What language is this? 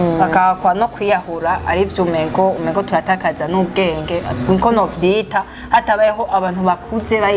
Rundi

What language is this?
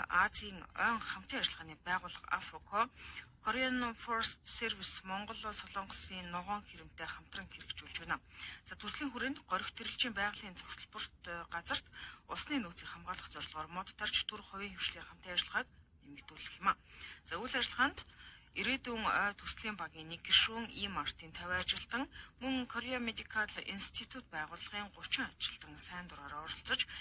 Mongolian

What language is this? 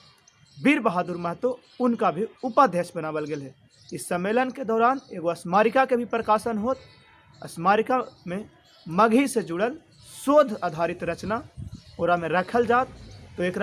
Magahi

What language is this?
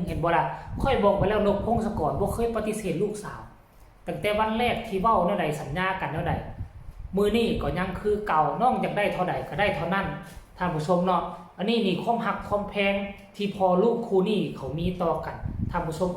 Northeastern Thai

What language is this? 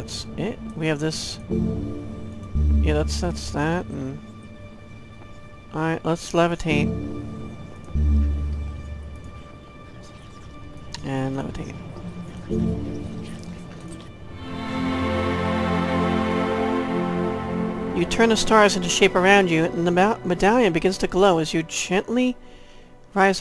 English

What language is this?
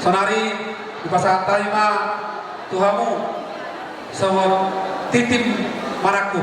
Batak Toba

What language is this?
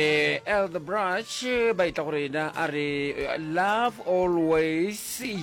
Northern Sotho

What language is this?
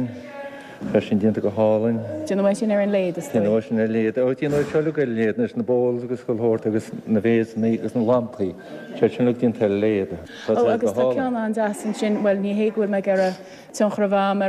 Irish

